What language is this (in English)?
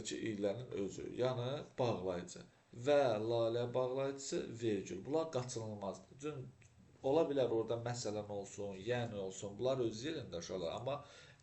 Azerbaijani